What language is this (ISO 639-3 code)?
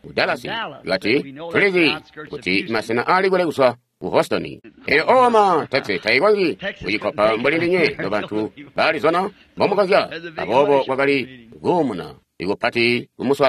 toi